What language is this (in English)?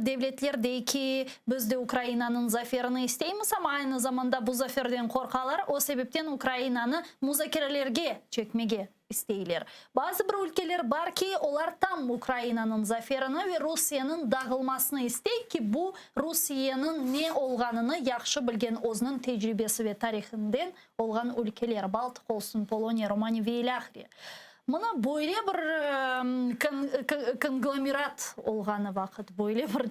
Crimean Tatar